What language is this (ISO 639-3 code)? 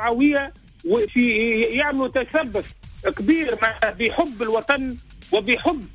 aeb